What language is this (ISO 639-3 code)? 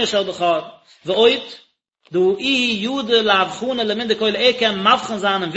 yid